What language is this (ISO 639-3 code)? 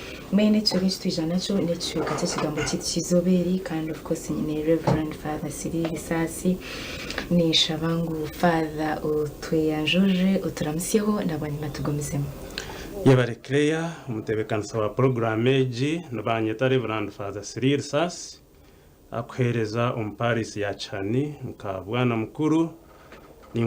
nyn